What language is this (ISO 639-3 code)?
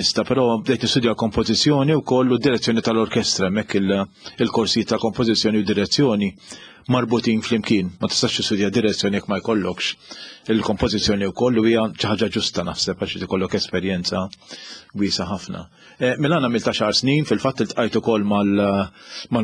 mlt